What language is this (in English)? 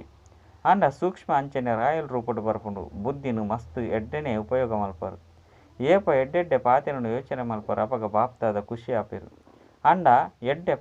Tulu